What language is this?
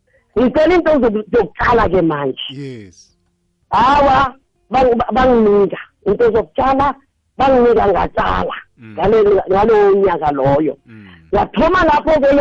South Ndebele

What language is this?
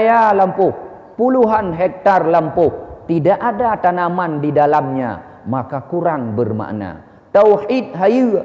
Achinese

